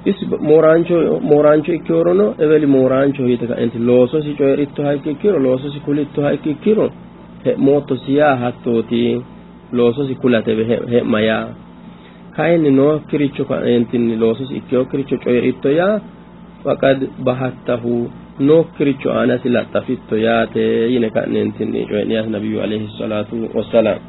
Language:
Sidamo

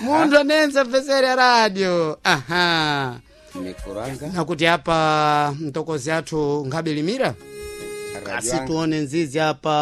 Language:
Sena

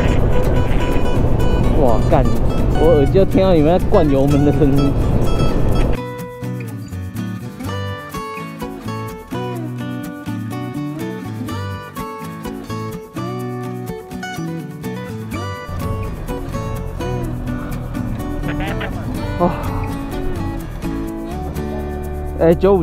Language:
Chinese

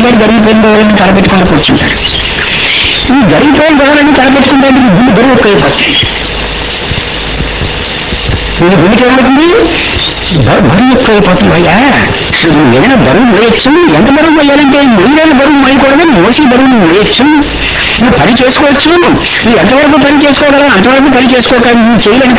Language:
Telugu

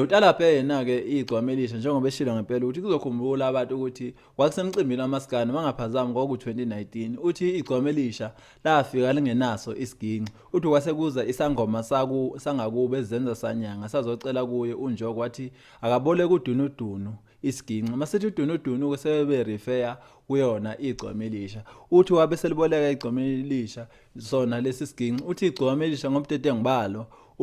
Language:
Zulu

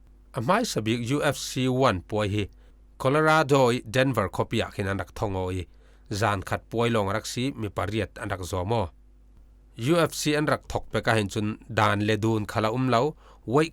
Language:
Falam Chin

